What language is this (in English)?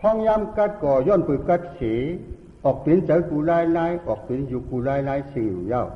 Shan